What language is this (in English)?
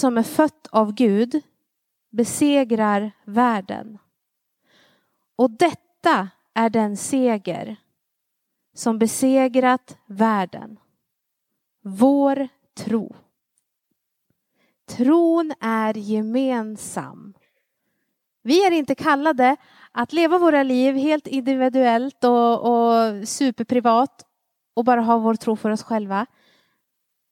Swedish